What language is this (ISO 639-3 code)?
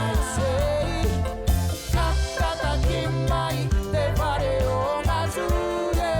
mri